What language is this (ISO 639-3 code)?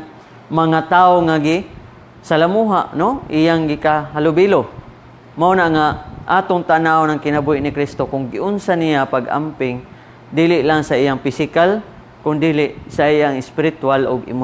ceb